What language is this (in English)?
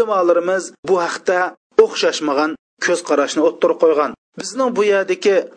Uyghur